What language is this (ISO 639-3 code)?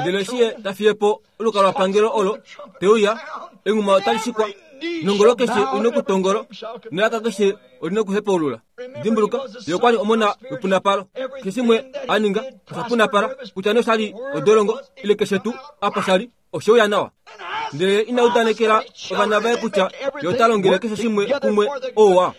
kua